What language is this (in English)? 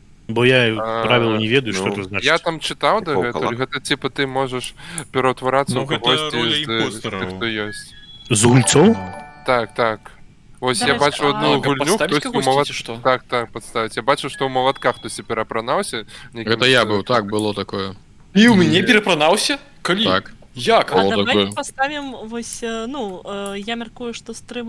Belarusian